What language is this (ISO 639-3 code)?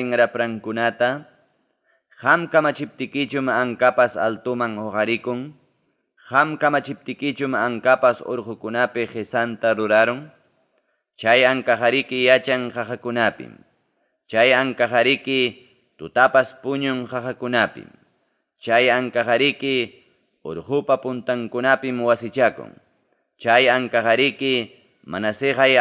quy